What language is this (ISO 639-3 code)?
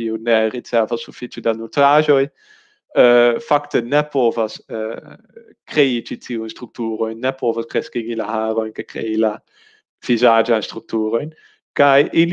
epo